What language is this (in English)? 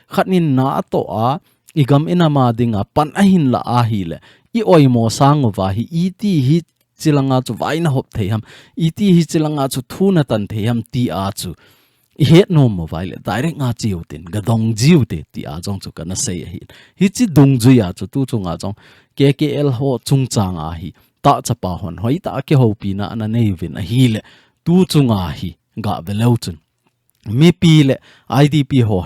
Thado Chin